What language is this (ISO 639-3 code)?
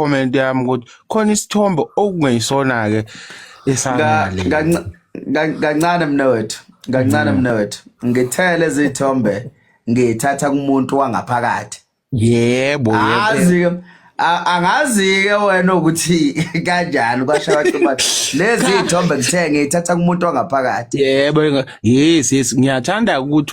zul